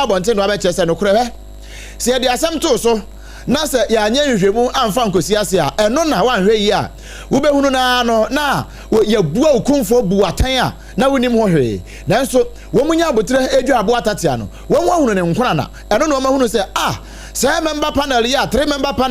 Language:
Akan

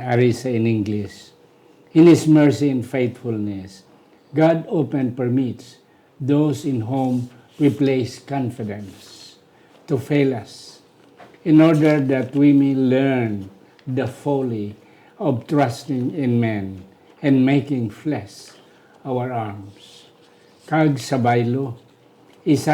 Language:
Hiligaynon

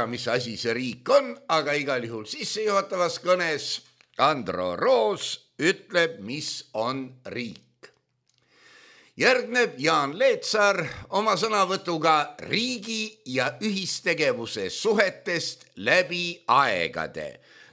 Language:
Estonian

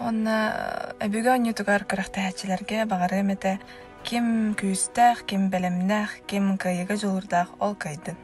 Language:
Yakut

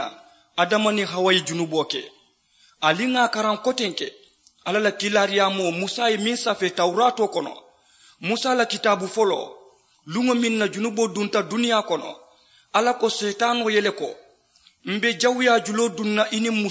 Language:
Mandingo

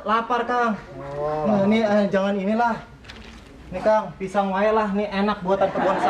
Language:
Betawi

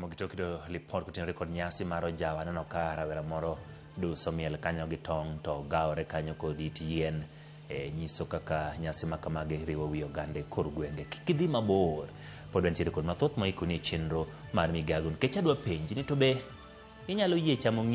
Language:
Luo (Kenya and Tanzania)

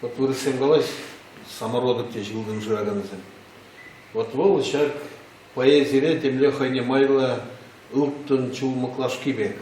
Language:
Chuvash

